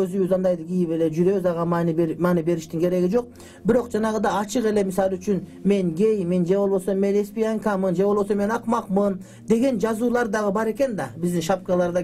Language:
Kyrgyz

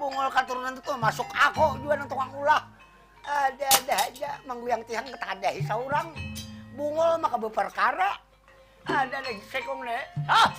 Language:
Banjar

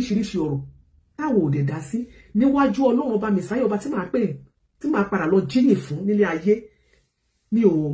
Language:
Yoruba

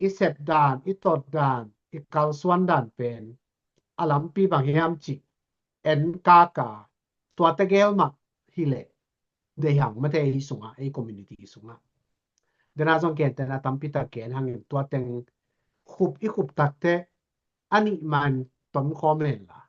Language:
Tedim Chin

